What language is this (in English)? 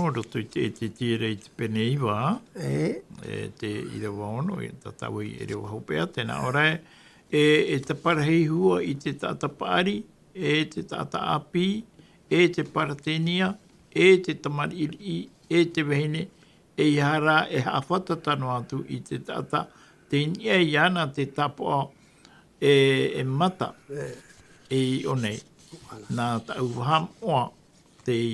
Tahitian